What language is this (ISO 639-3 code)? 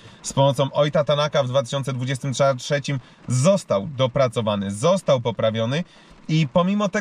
pol